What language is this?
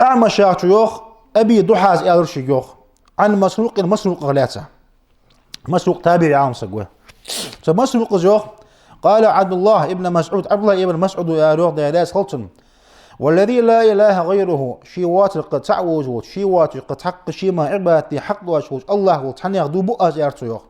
Ingush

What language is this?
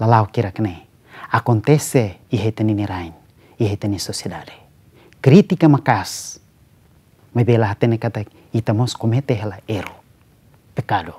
Tetum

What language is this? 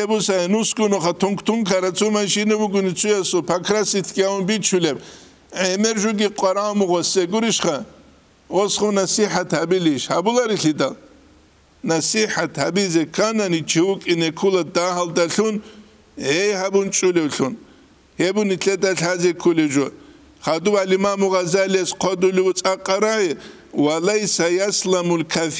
Avaric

